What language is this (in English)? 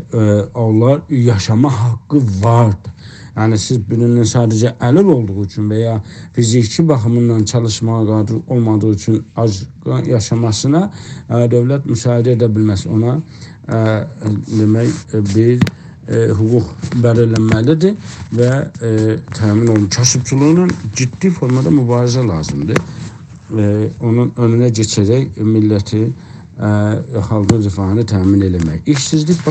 South Azerbaijani